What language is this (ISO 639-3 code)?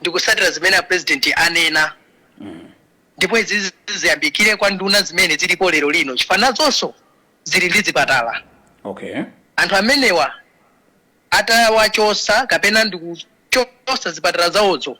nya